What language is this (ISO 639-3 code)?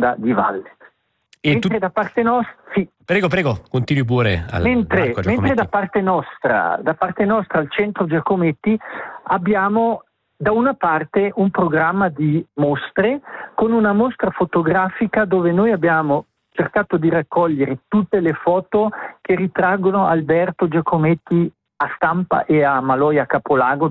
ita